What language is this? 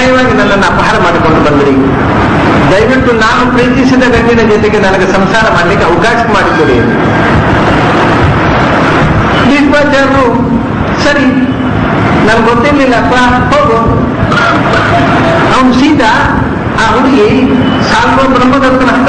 Kannada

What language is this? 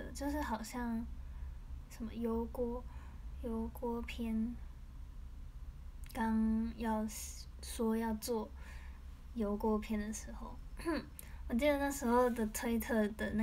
Chinese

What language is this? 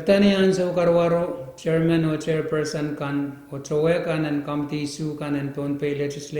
Pohnpeian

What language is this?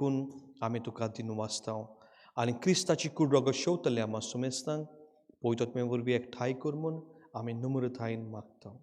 Konkani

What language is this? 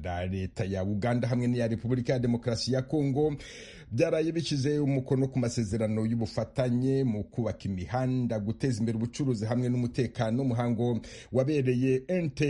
Kinyarwanda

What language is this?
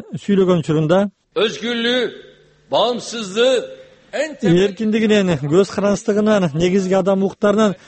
Kyrgyz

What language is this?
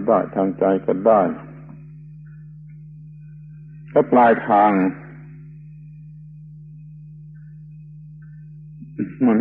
Thai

